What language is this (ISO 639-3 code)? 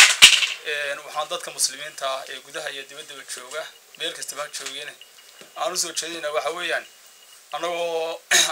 som